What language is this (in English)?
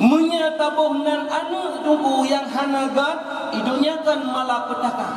Achinese